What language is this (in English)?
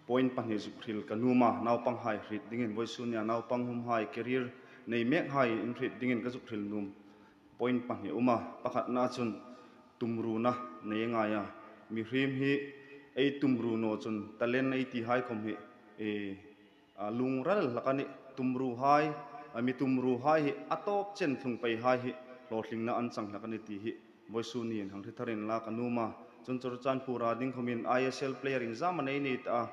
Hmar